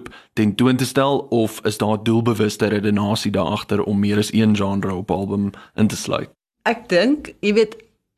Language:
Afrikaans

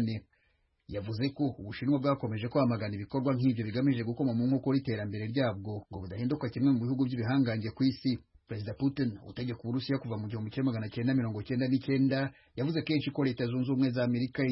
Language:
Kinyarwanda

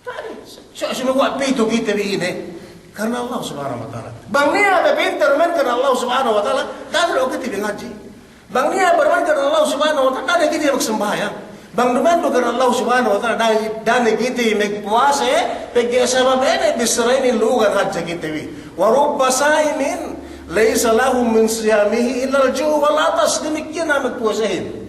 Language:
Yakan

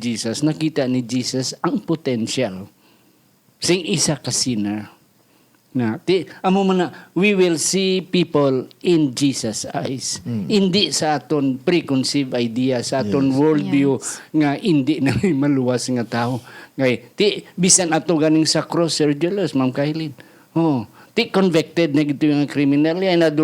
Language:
Hiligaynon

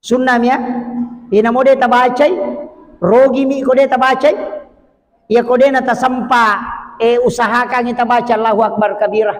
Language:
Buginese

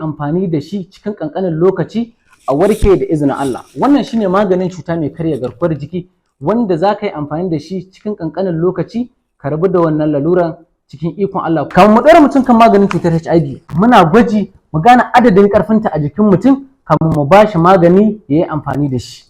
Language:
Hausa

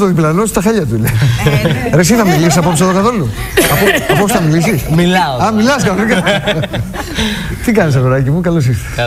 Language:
Greek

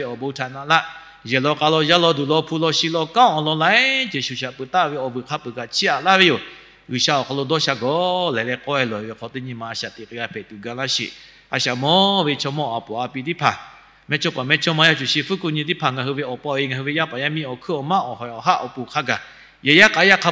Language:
Lahu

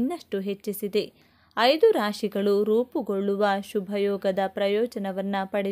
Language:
Kannada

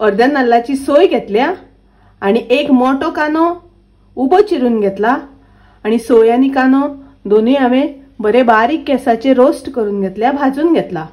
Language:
Konkani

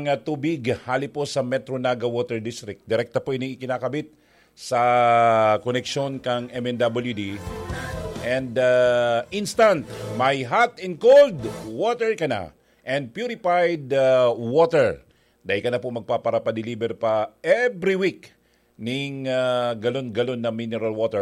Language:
Bikol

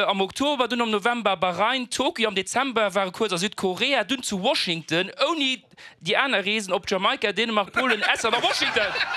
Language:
Luxembourgish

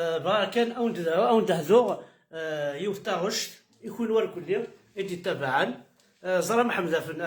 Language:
Kabyle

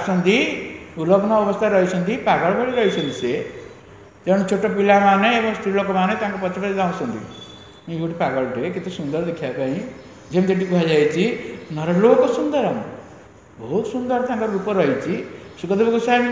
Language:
Odia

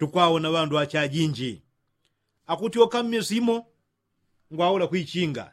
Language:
Yao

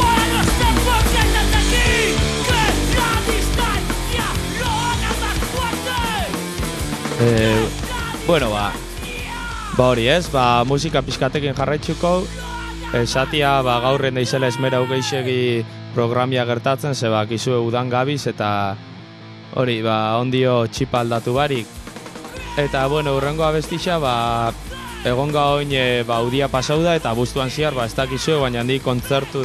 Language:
Basque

